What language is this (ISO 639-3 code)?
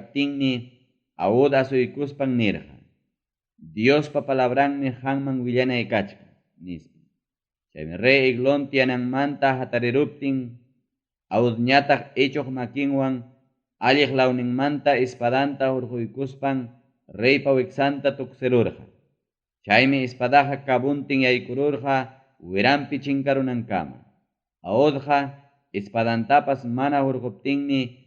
quy